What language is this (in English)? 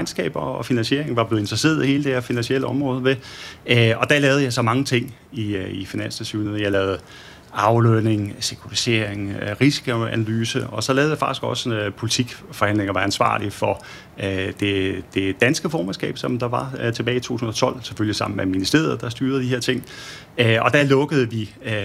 Danish